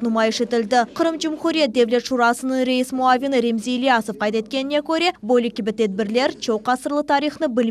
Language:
Crimean Tatar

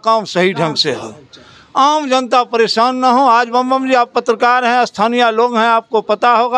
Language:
Hindi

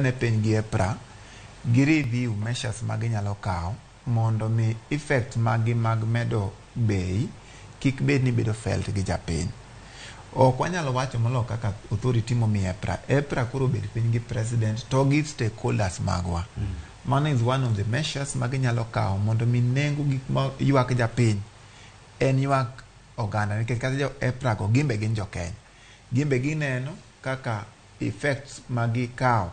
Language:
Luo (Kenya and Tanzania)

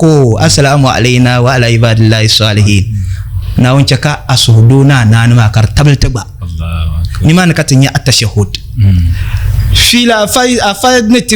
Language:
Dagbani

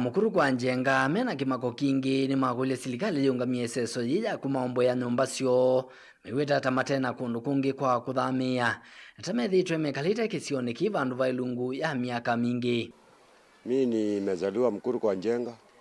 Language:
Kamba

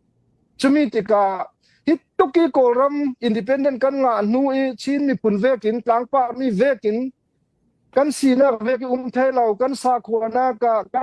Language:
Hakha Chin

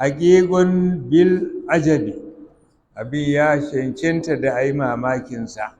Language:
Hausa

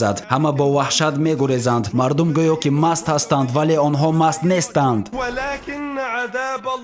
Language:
Tajik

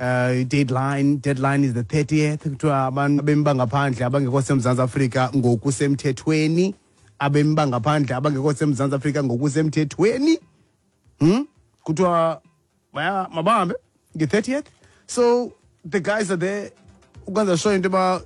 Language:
Xhosa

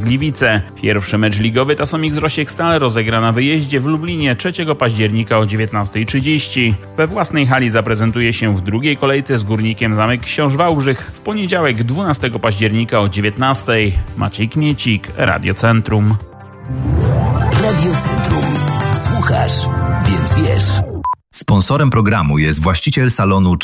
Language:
Polish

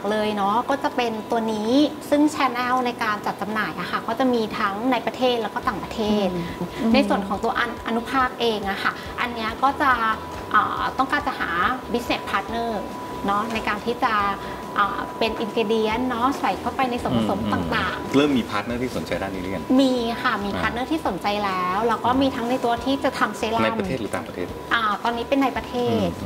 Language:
Thai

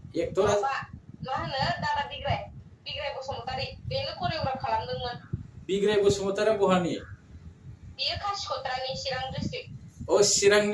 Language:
Bodo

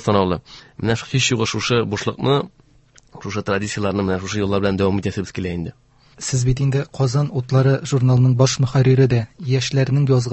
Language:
Tatar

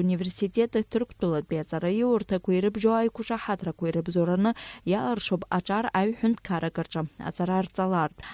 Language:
Abkhazian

